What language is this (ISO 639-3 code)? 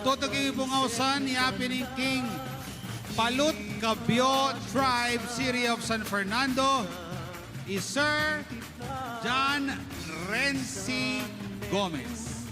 pam